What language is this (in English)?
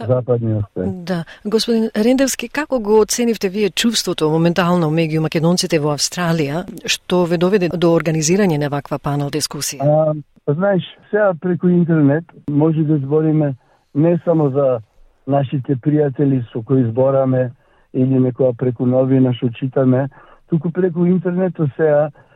Macedonian